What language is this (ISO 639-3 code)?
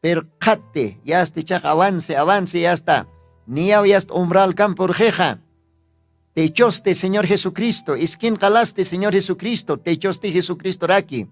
aym